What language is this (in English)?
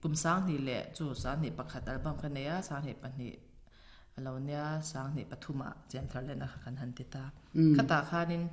Mizo